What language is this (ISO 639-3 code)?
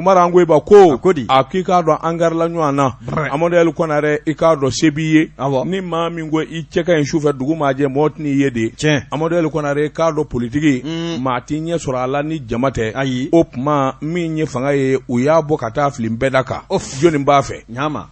bam